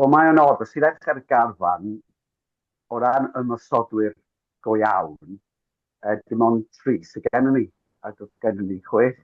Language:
Welsh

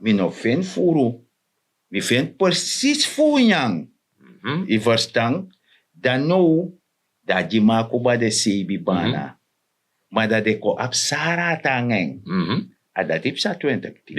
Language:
Sranan Tongo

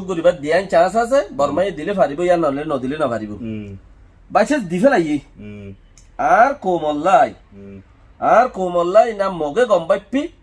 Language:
Rohingya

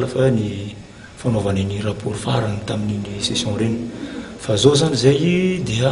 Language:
Malagasy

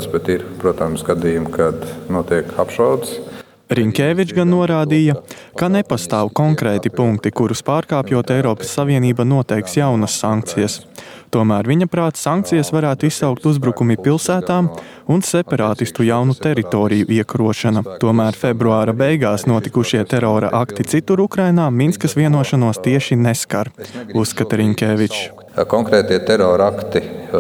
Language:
Latvian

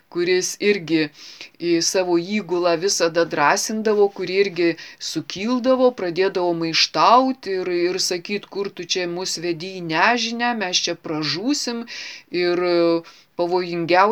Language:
Lithuanian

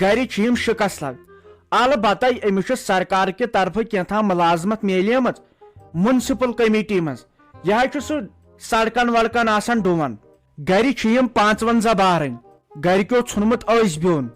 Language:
Kashmiri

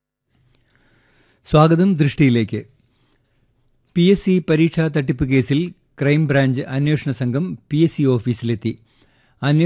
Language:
Malayalam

